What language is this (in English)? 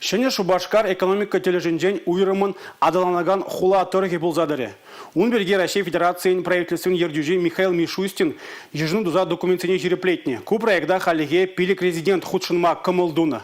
Chuvash